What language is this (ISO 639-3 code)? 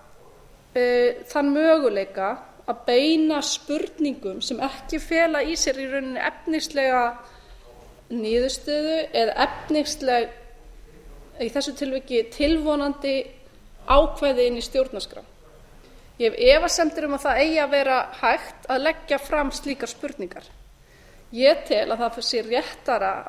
isl